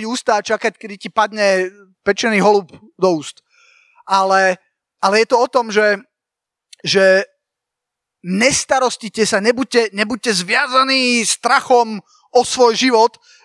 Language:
Slovak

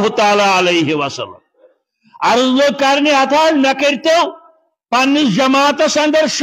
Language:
Kashmiri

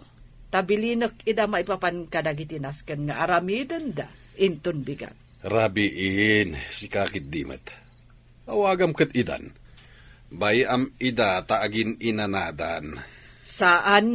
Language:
Iloko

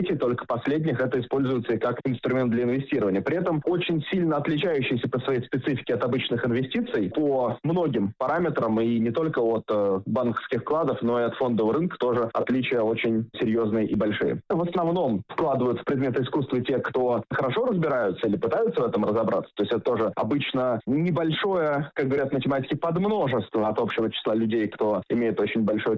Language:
Russian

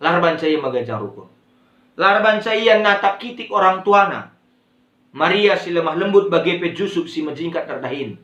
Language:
Batak Karo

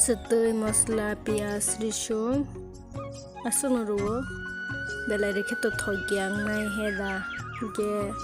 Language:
Kok Borok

